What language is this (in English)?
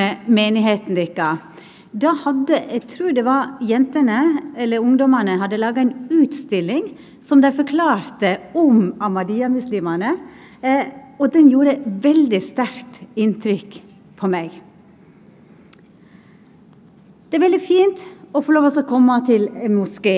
Norwegian